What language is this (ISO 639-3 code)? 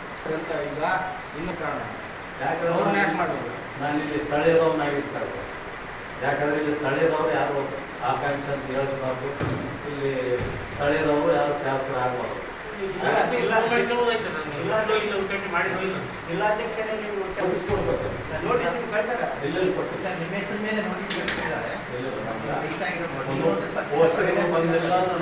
kan